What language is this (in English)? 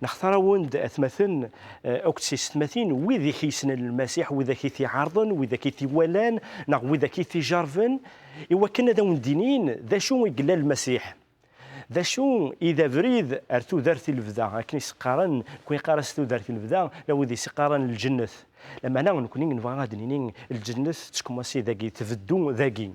Kabyle